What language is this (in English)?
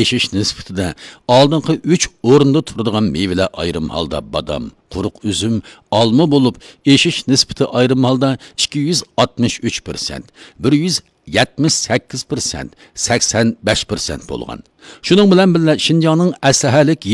Uyghur